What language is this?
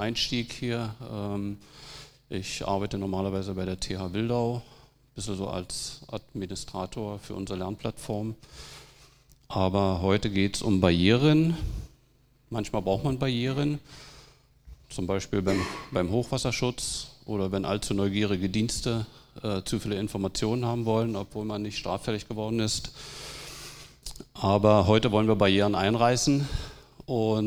German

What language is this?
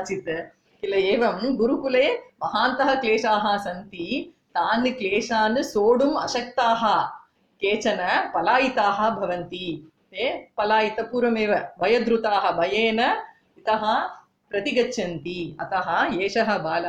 Sanskrit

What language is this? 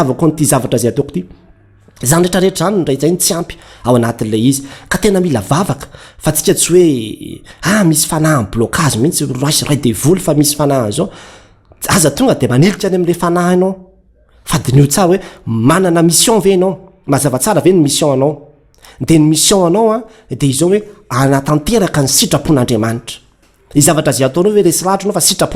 Malagasy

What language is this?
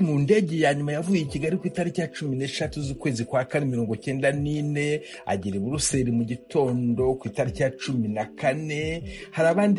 Kinyarwanda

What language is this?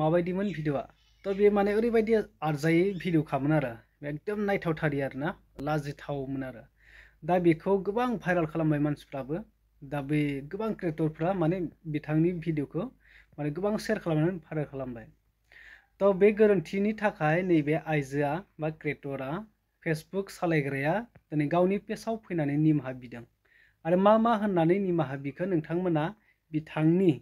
Bodo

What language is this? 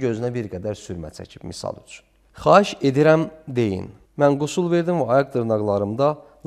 Azerbaijani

